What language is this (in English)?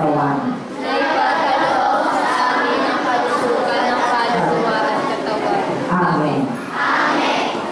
Filipino